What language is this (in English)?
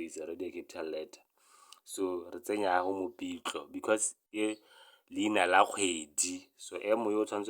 Tswana